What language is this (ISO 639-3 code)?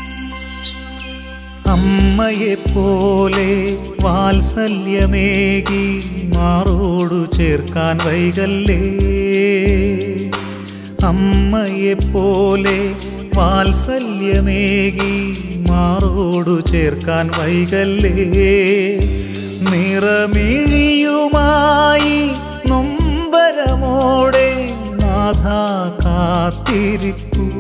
mal